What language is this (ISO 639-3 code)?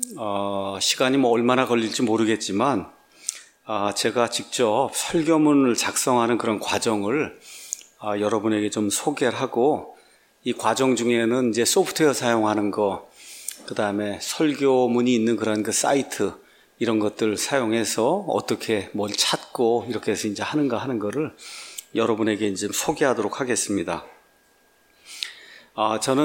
kor